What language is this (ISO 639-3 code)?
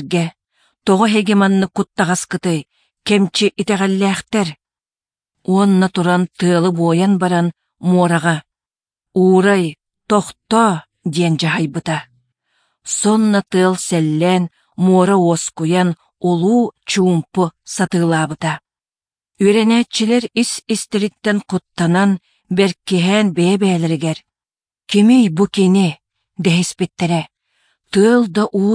sah